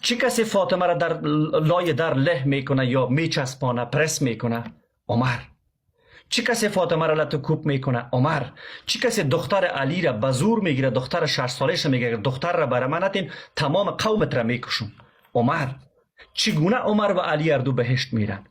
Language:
Persian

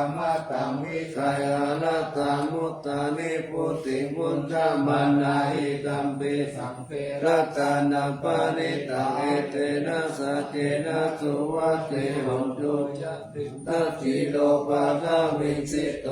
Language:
Pali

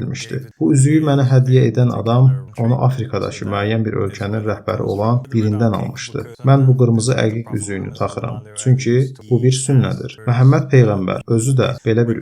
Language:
Azerbaijani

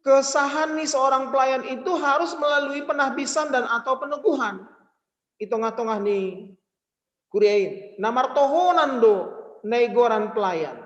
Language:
Batak Simalungun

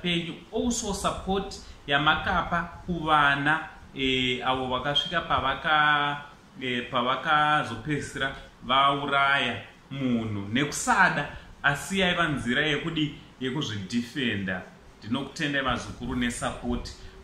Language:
Shona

